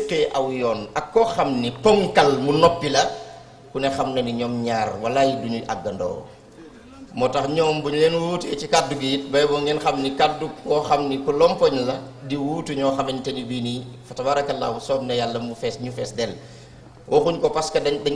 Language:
Wolof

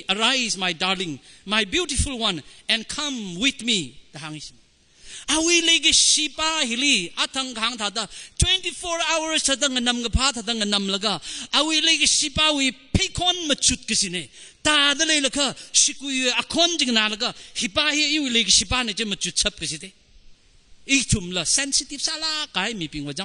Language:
Tangkhul Naga (India)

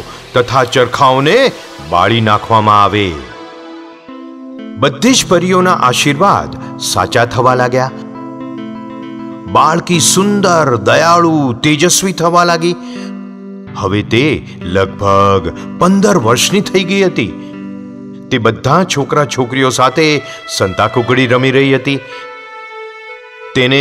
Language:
Gujarati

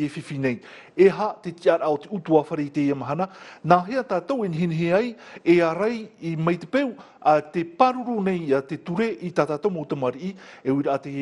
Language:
Tahitian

